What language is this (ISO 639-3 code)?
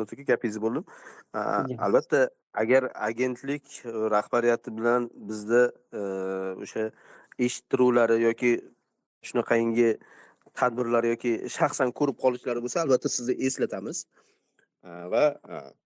uzb